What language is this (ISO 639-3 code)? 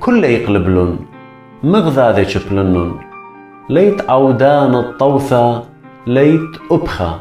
aii